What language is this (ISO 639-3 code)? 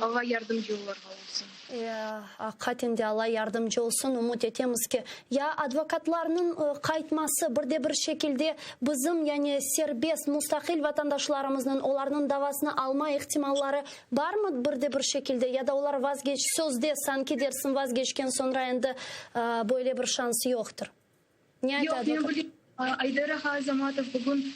crh